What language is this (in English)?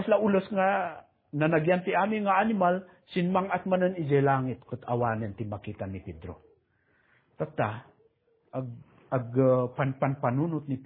Iloko